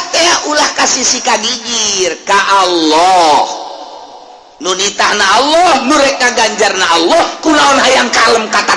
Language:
Sundanese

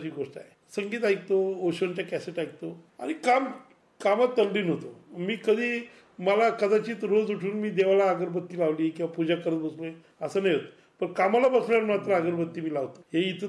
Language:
Marathi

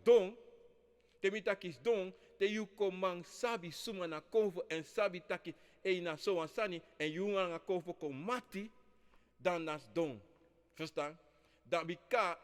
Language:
Sranan Tongo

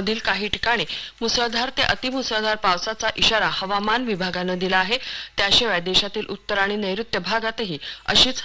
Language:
Marathi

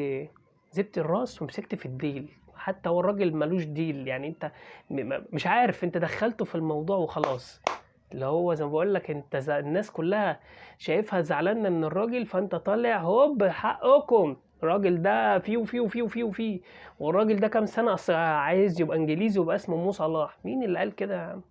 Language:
Egyptian Arabic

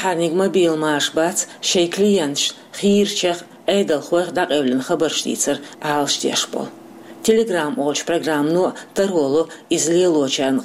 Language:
Chechen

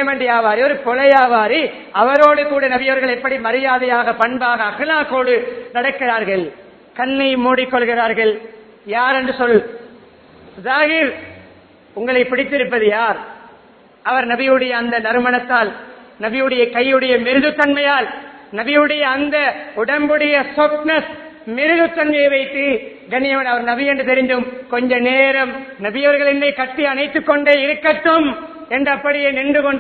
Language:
Tamil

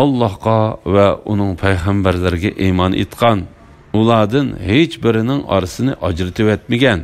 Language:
Uyghur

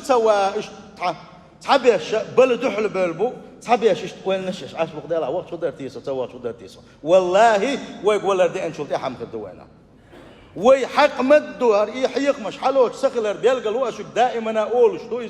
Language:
Chechen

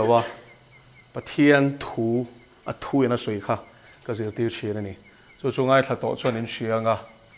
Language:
Mizo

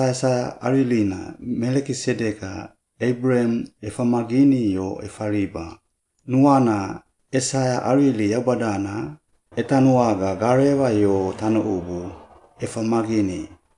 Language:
Suau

